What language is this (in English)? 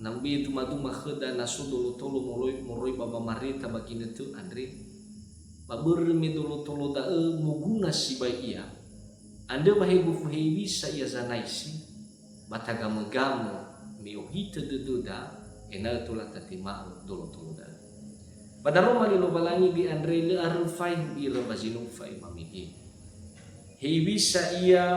Nias